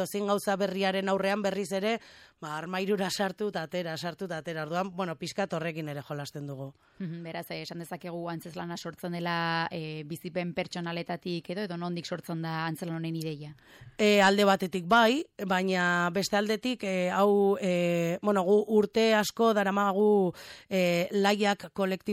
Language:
Basque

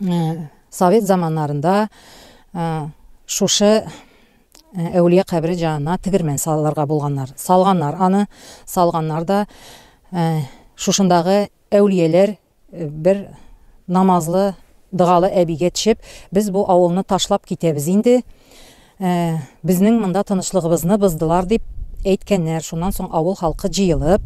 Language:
Tatar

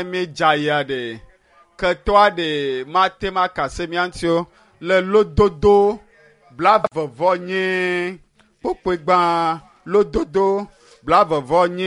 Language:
Ewe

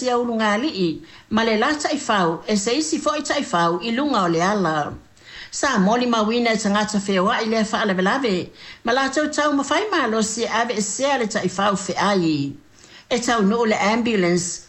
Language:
Samoan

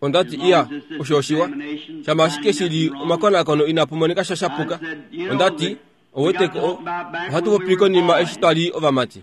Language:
Kuanyama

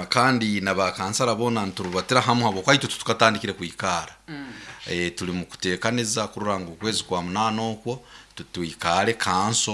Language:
Nyoro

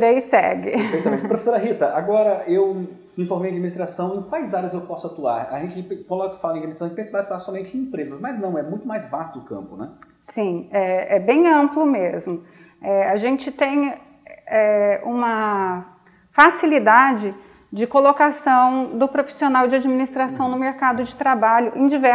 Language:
Portuguese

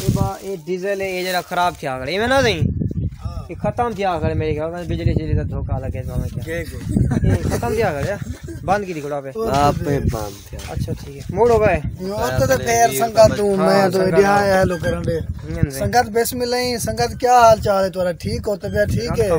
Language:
Saraiki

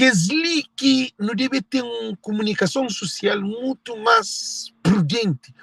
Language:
Kabuverdianu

